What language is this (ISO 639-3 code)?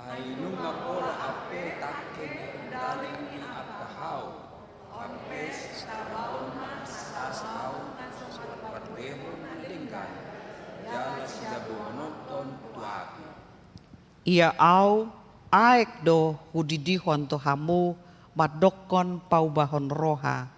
bbc